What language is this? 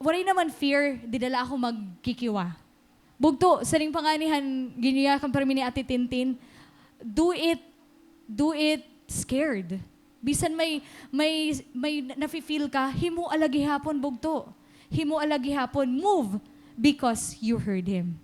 Waray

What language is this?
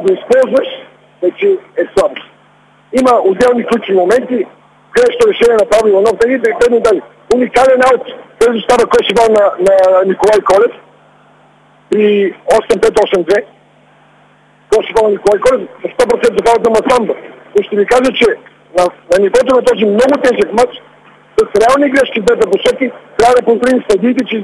Bulgarian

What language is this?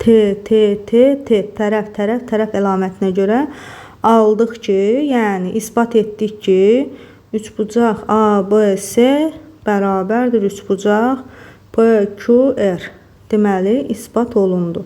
Azerbaijani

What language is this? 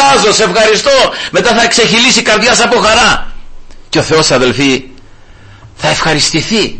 Greek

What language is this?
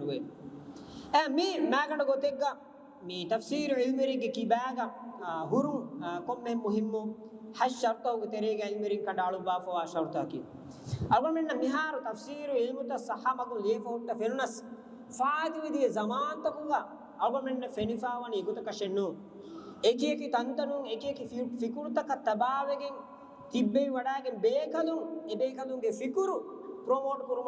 Divehi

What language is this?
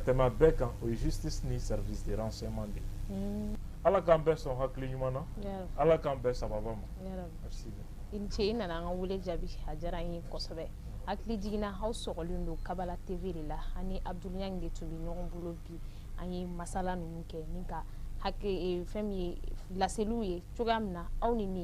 Bambara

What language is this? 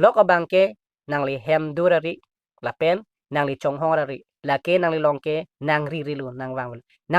Karbi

